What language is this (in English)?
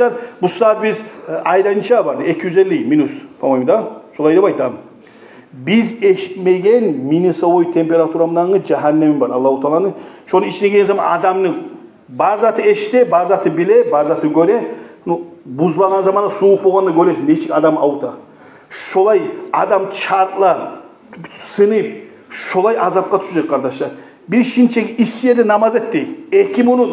Kumyk